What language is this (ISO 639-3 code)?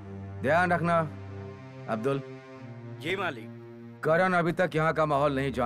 hin